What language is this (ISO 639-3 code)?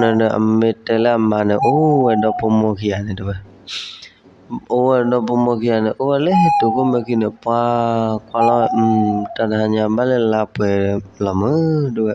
ksw